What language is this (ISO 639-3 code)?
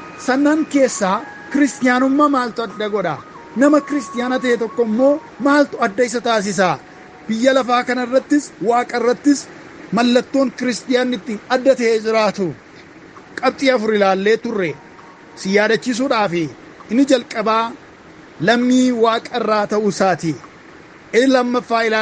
orm